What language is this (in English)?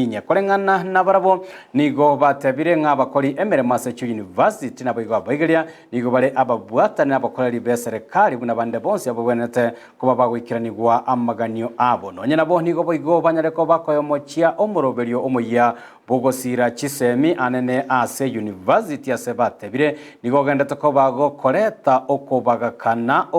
Gusii